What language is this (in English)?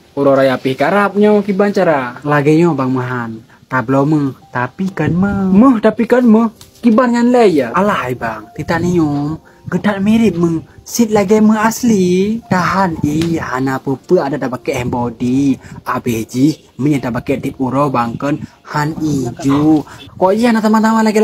Achinese